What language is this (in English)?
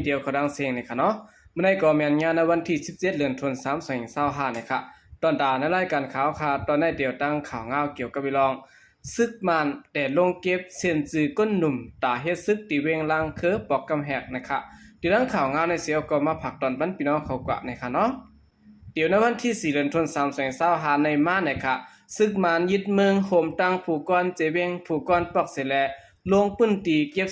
Shan